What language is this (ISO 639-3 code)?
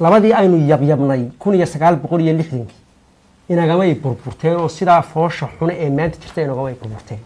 som